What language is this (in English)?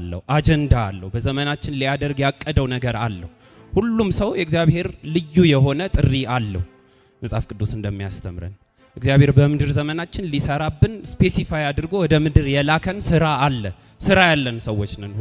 Amharic